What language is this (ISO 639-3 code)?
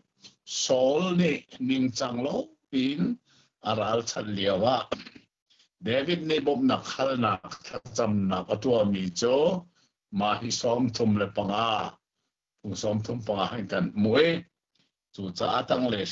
cnh